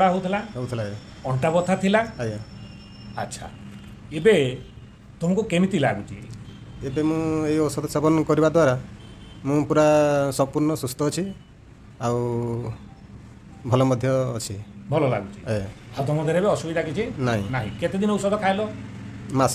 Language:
Odia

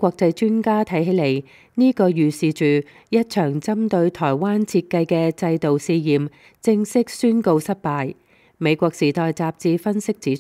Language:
Cantonese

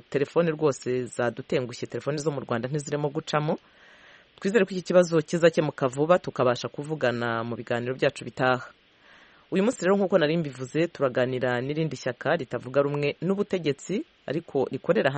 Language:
Kinyarwanda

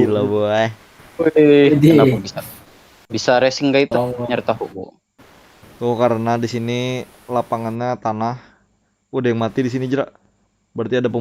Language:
Banjar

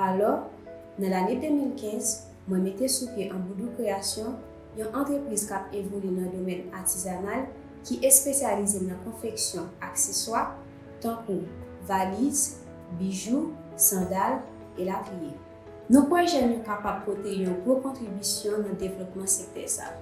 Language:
Haitian Creole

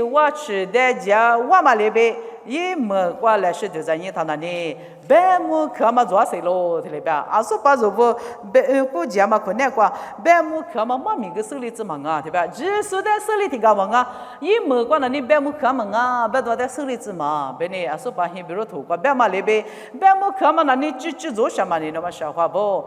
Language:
Lisu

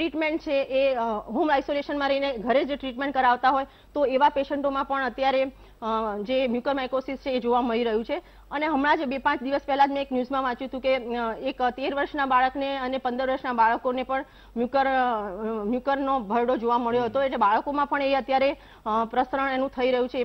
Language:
Gujarati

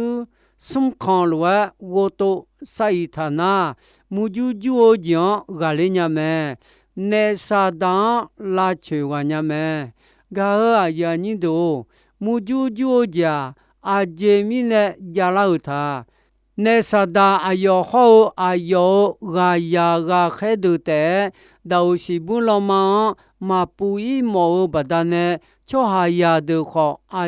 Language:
Akha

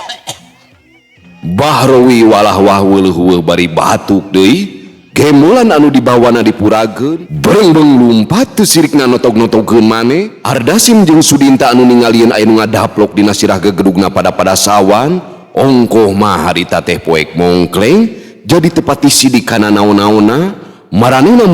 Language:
Sundanese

